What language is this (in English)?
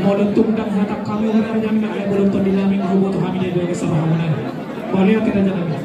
Batak Toba